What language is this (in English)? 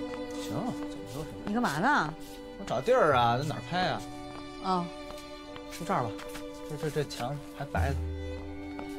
Chinese